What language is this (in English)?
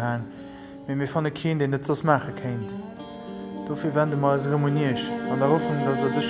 Luxembourgish